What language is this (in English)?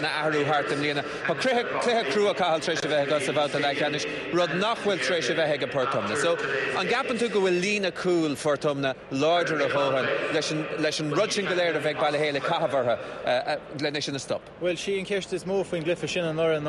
Irish